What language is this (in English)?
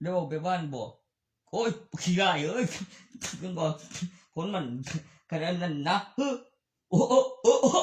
Northeastern Thai